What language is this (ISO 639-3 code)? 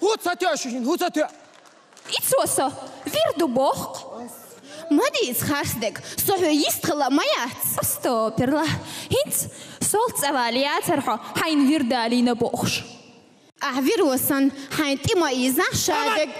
che